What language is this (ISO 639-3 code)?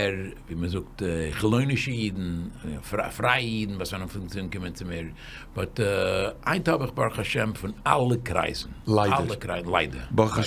yid